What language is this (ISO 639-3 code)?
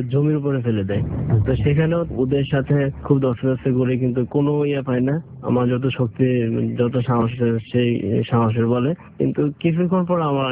ben